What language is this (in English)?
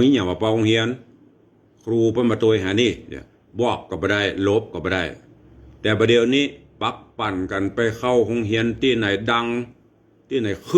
Northern Thai